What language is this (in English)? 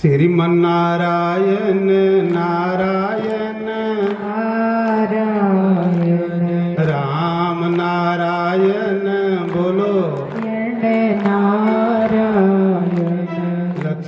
Dogri